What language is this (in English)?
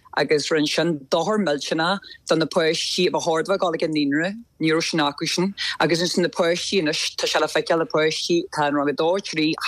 Irish